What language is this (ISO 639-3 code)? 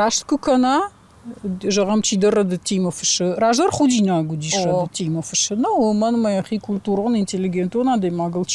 oss